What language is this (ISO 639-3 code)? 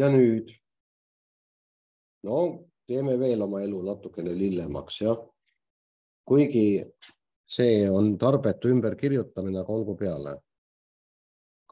est